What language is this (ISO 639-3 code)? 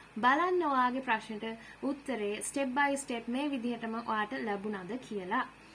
sin